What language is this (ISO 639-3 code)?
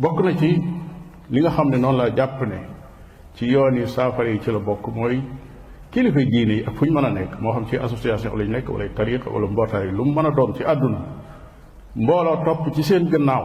wol